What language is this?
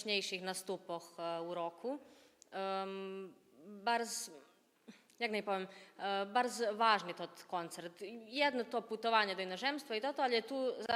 Rusyn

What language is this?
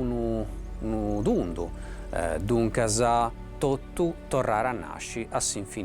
Sardinian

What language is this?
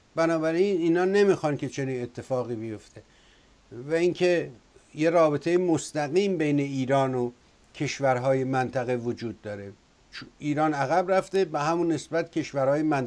Persian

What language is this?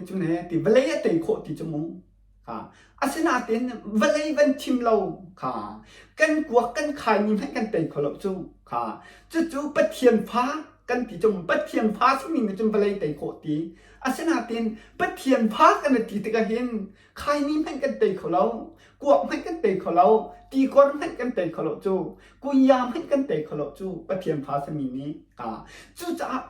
Hakha Chin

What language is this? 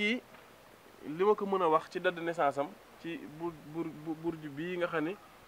Wolof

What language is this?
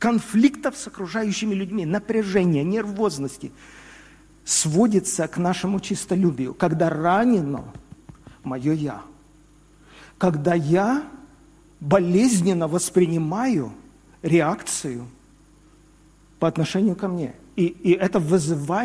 Russian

